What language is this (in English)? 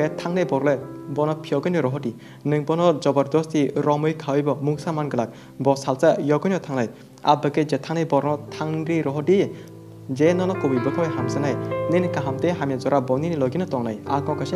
Kok Borok